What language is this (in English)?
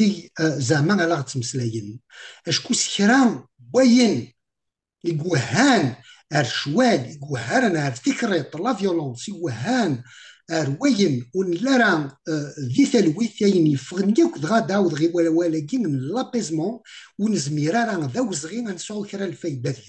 Kabyle